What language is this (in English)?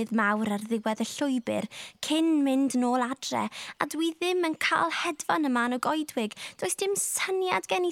Welsh